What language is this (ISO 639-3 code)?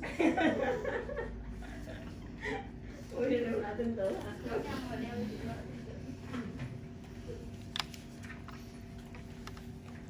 vie